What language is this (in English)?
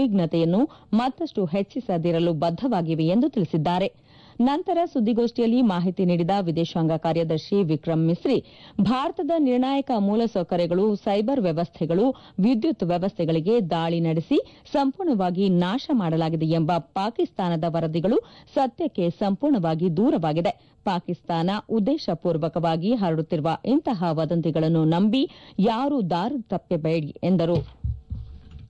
Kannada